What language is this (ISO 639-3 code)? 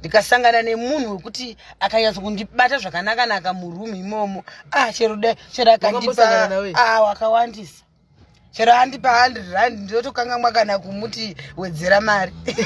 sna